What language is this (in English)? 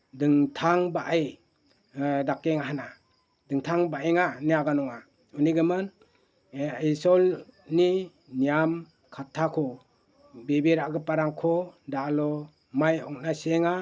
Garo